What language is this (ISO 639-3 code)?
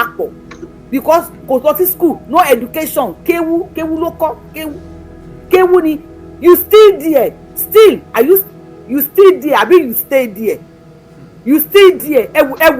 yor